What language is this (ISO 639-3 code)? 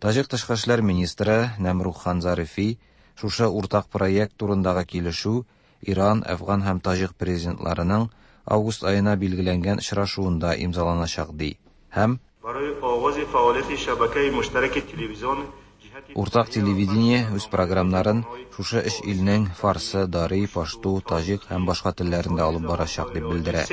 tat